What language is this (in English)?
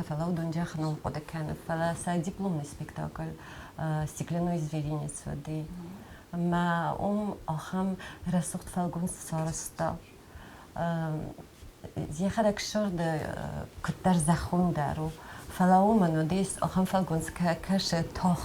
Ossetic